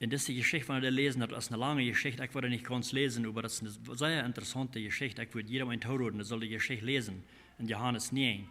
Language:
Plautdietsch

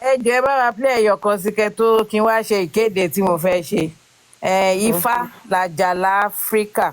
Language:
Yoruba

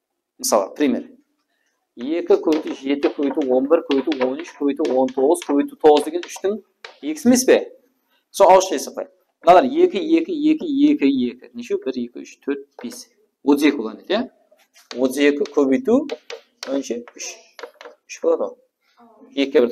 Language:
Kara-Kalpak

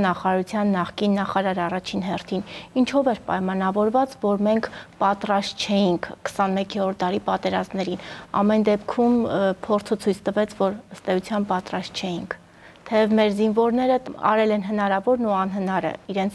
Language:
Armenian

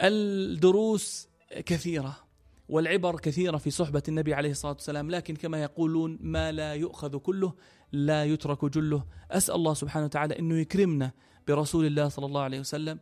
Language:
North Levantine Arabic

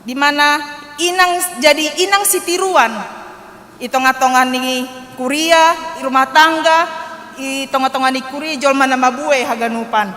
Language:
Batak Simalungun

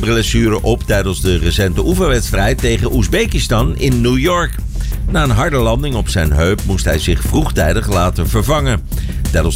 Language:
Dutch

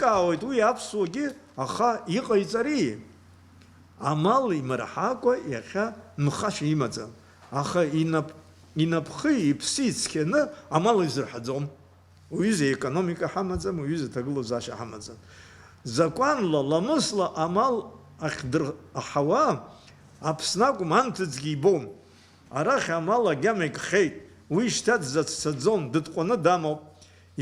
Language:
Abkhazian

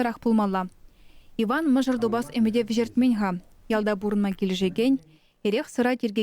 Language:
Chuvash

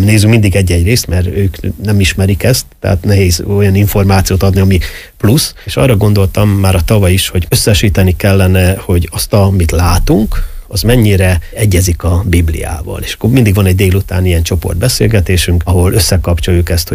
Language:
Hungarian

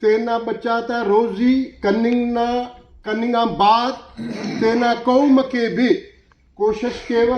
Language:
Brahui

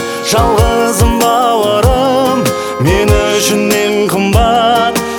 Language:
Kazakh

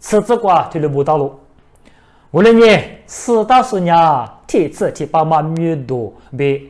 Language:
Lisu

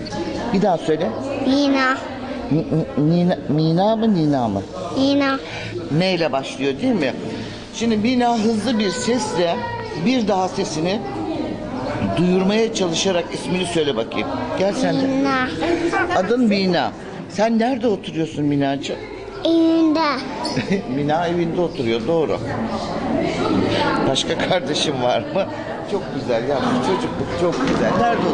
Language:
Turkish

